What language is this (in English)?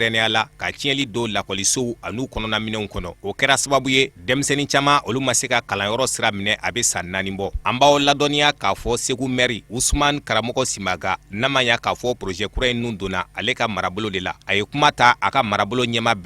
Bambara